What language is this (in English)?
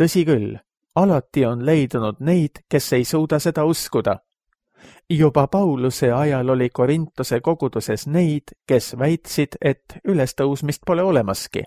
Estonian